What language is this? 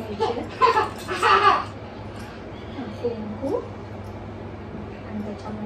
Marathi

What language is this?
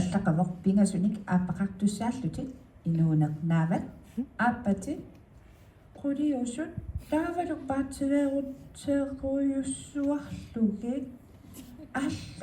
Kalaallisut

